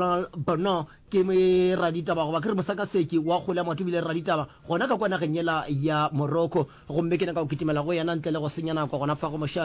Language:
Northern Sotho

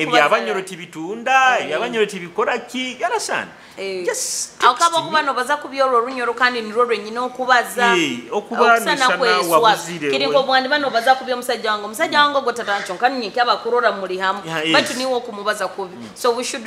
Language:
Nyoro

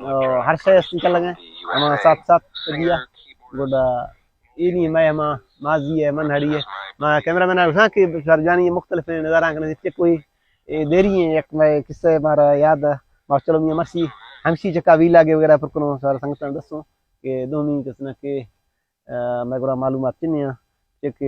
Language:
Baluchi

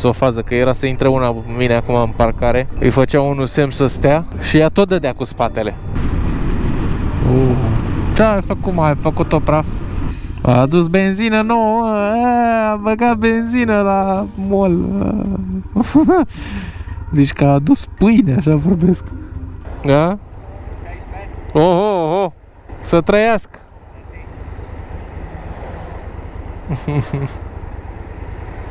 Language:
Romanian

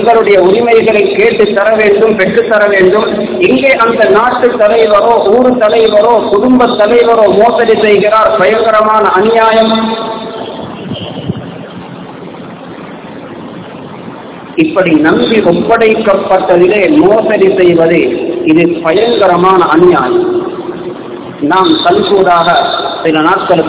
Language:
Tamil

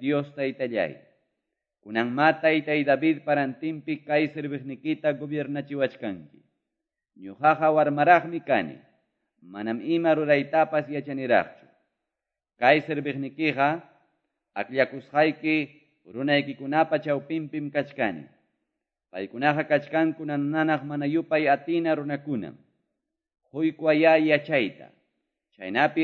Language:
Quechua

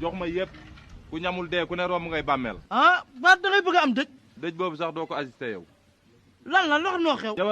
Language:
Wolof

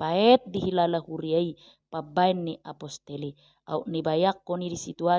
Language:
Batak Toba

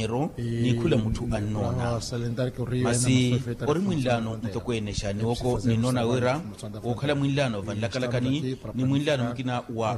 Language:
Makhuwa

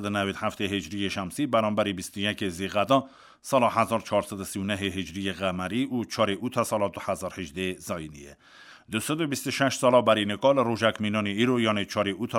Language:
Kurdish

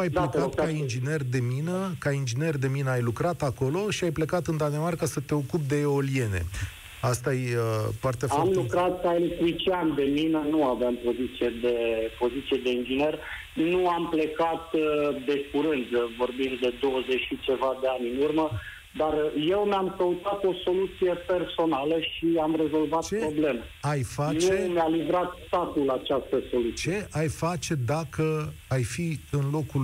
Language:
Romanian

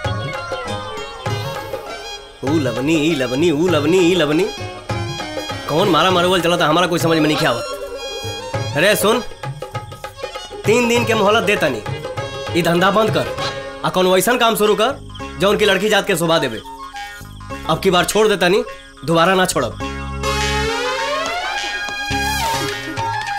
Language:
Bhojpuri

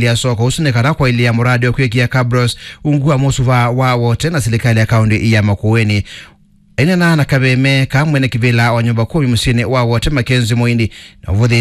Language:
Kamba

